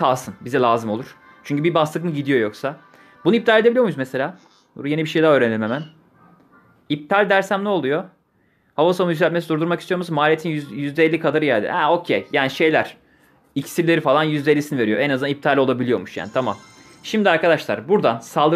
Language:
Turkish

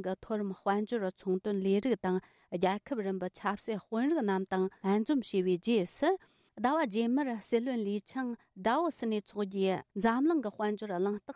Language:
Tibetan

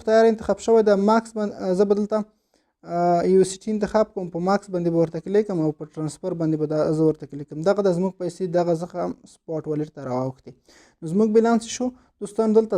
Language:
Pashto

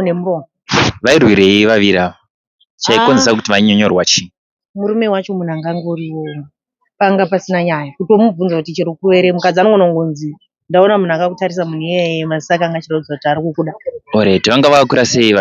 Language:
Shona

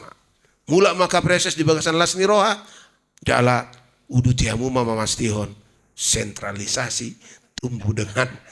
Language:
Batak Toba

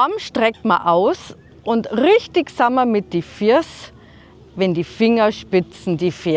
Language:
Bavarian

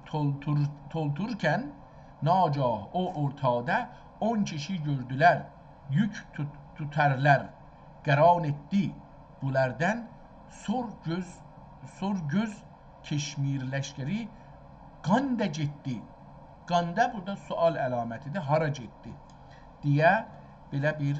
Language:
South Azerbaijani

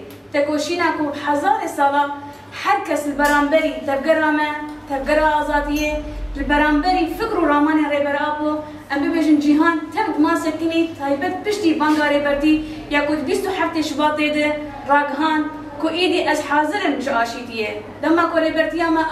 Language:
Kurdish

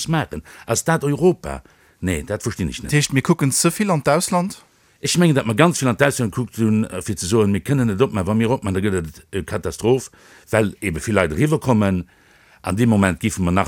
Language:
Luxembourgish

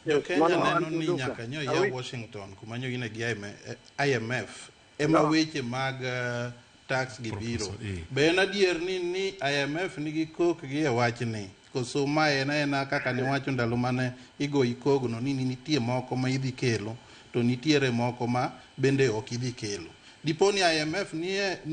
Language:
Luo (Kenya and Tanzania)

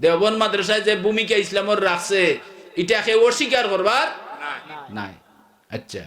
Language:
Sylheti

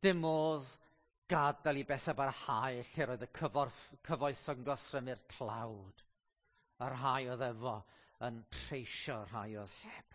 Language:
Welsh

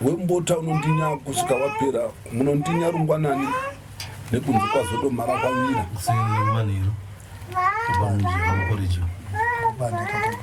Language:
Shona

